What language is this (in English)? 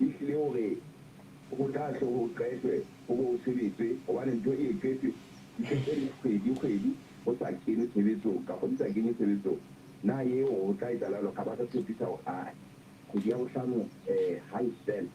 Southern Sotho